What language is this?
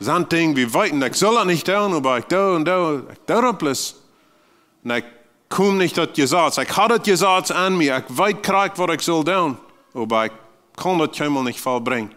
Plautdietsch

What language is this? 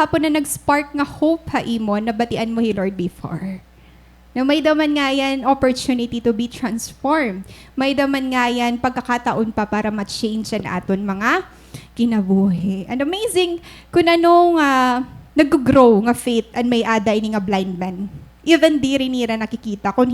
Waray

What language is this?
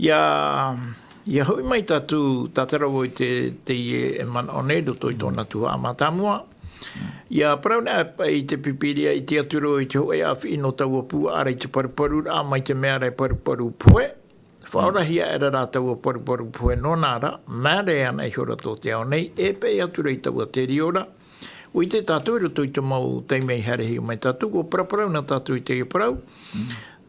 Tahitian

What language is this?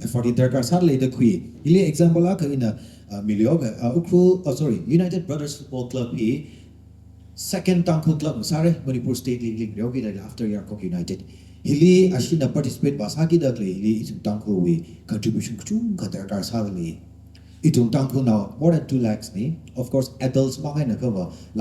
Tangkhul Naga (India)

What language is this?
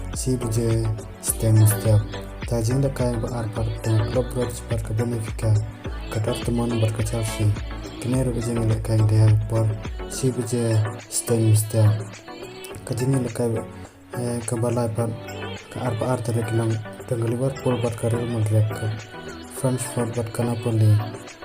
Khasi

